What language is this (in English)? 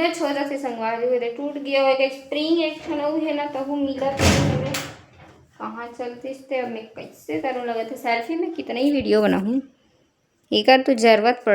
Chhattisgarhi